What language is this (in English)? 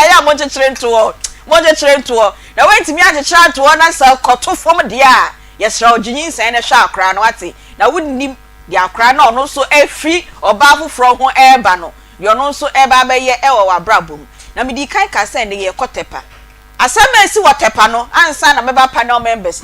Akan